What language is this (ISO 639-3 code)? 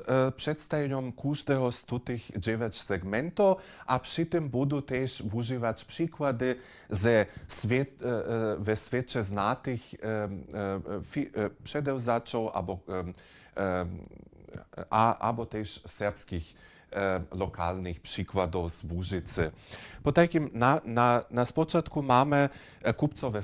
hsb